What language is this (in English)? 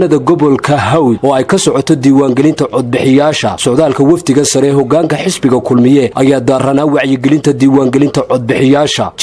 Somali